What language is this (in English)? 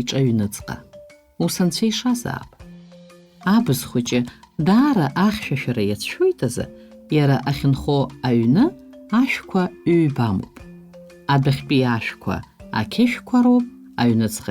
Abkhazian